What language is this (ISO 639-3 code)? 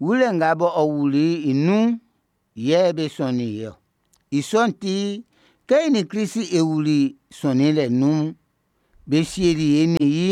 bci